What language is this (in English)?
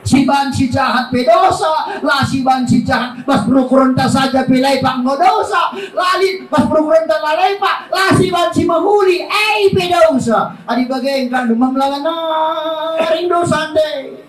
Batak Karo